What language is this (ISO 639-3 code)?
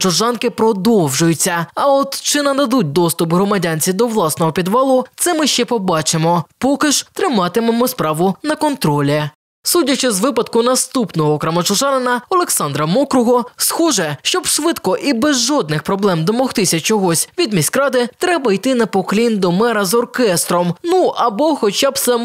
ukr